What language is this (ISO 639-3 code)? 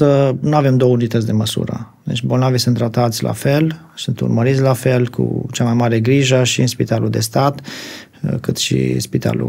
ron